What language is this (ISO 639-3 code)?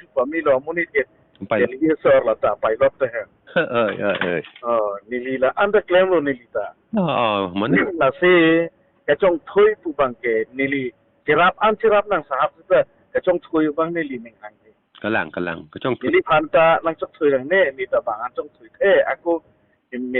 mjw